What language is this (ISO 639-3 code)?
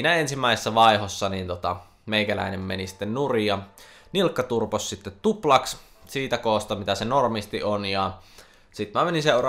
fin